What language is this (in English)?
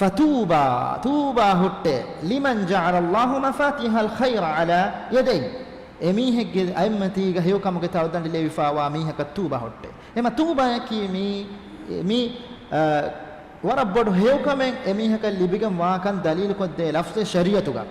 Divehi